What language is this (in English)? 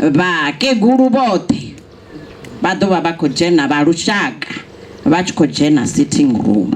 Venda